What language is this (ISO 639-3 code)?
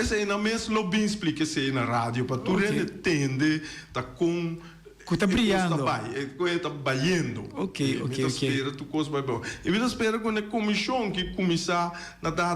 pap